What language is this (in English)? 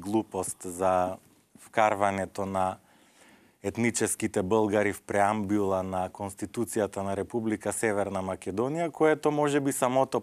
Macedonian